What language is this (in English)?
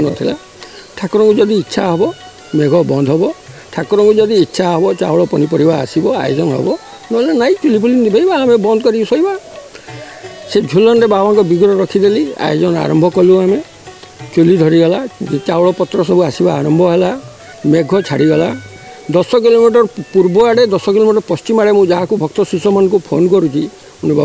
Odia